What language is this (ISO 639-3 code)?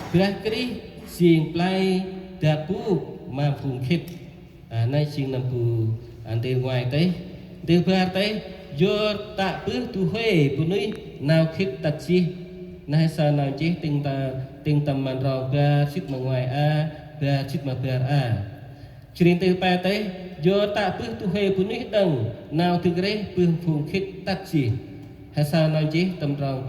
cmo